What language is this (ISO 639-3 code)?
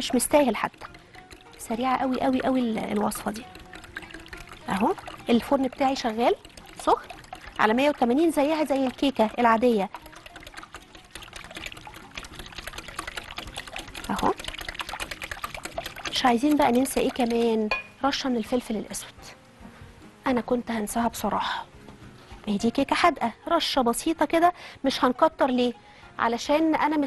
arz